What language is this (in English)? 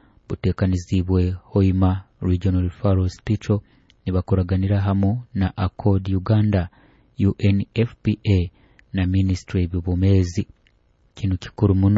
Nyoro